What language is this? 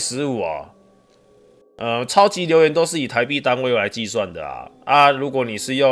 Chinese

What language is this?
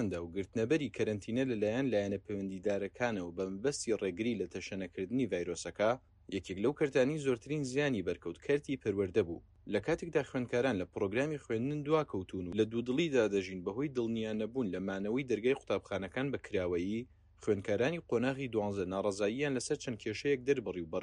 Central Kurdish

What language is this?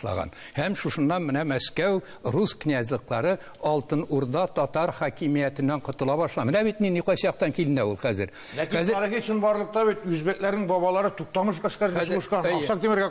Tatar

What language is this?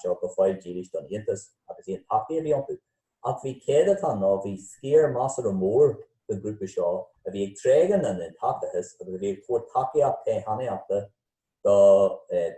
Irish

